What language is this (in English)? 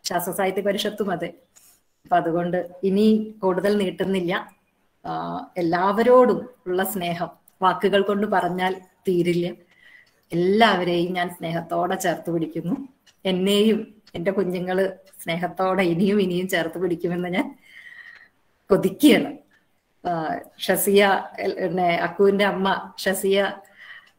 Malayalam